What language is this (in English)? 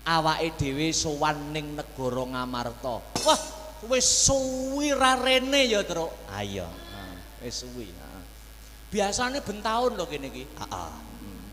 Javanese